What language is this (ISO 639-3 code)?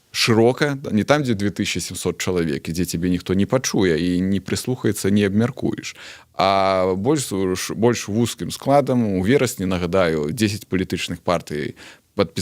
bel